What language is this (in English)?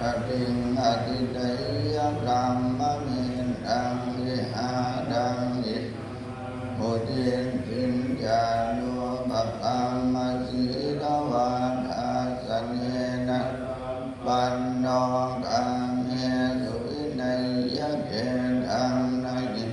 Pali